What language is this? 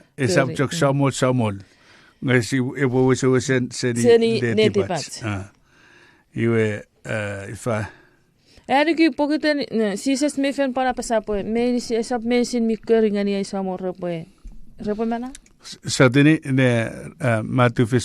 Chuukese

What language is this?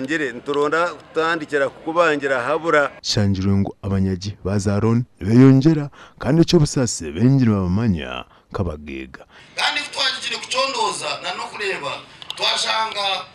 Nyankole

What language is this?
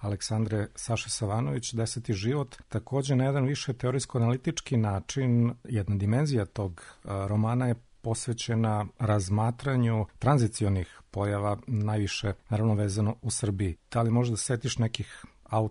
Serbian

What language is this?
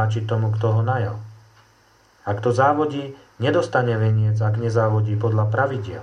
Slovak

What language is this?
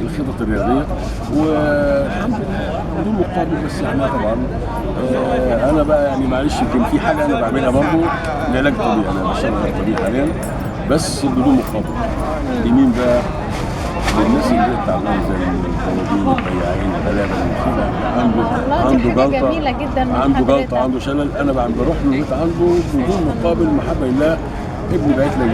Egyptian Arabic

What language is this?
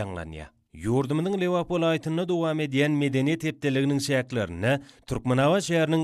Turkmen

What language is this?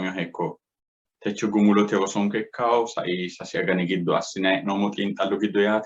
Sidamo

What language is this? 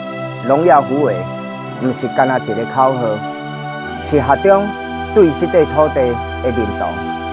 Min Nan Chinese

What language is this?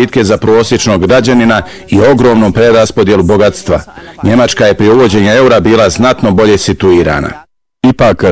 Bosnian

